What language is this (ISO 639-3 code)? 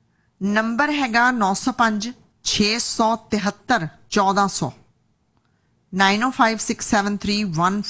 pan